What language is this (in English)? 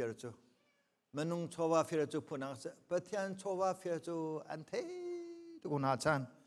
Hakha Chin